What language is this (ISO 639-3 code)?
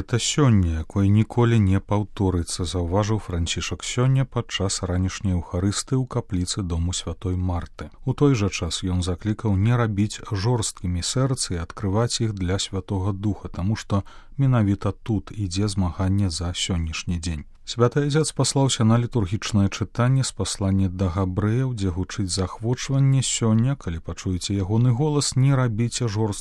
bel